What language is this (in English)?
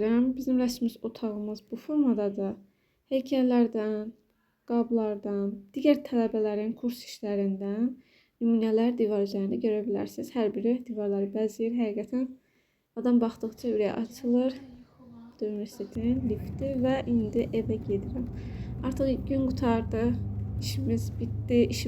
Azerbaijani